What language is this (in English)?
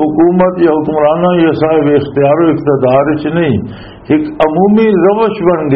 Western Panjabi